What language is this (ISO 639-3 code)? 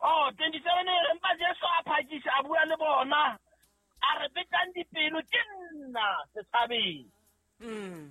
sot